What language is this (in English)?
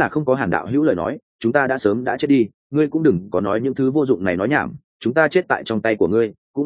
Vietnamese